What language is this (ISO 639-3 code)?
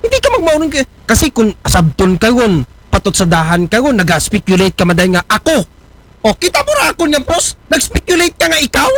akl